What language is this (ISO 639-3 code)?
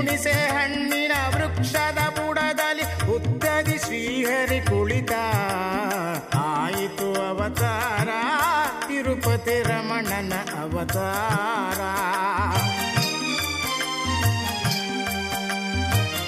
kan